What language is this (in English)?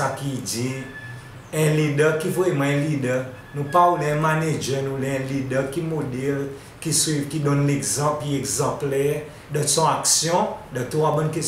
Seselwa Creole French